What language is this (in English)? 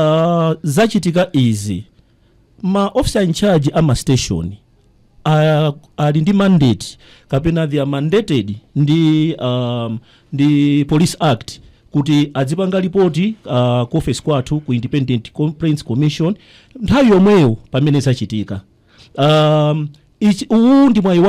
Nyanja